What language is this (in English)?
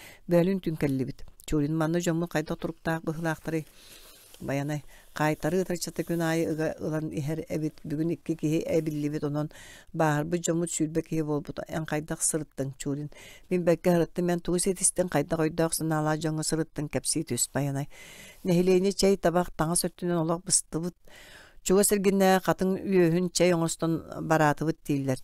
Yakut